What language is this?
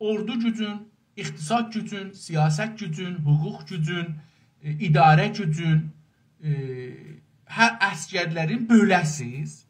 South Azerbaijani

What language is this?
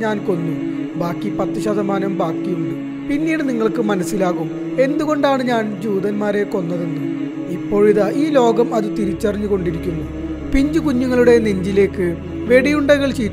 Malayalam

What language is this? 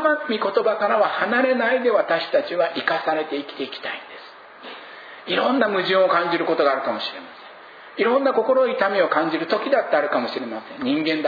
Japanese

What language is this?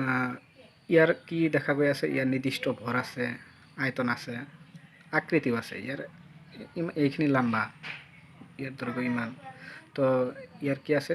Assamese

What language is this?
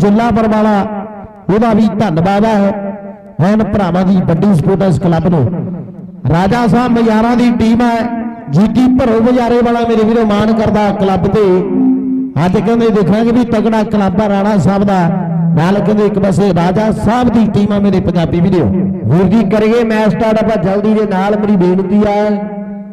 Punjabi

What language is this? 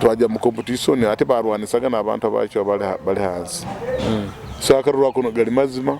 Nyoro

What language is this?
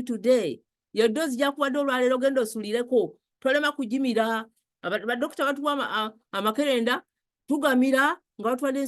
Ganda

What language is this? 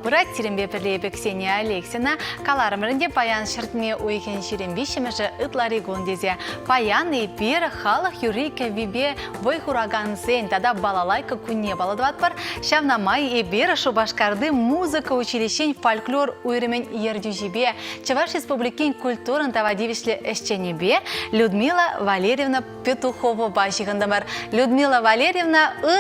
Chuvash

